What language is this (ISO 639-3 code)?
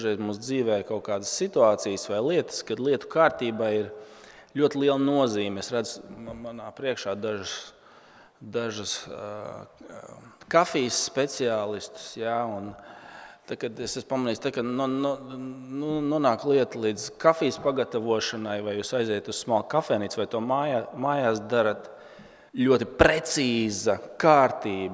lav